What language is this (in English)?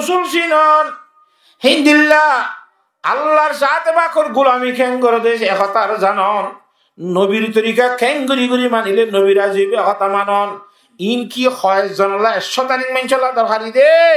Rohingya